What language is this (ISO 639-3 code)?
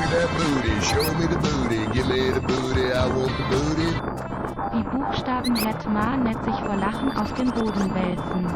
bar